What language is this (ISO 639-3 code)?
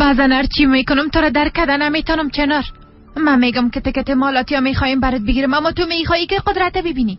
fas